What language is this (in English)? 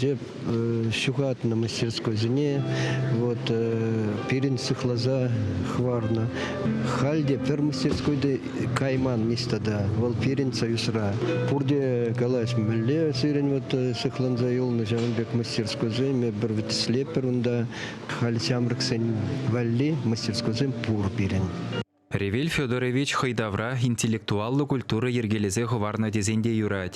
Chuvash